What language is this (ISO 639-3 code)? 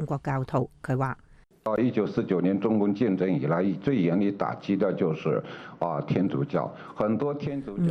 yue